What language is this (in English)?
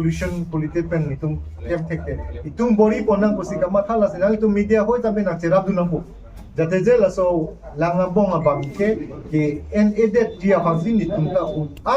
Karbi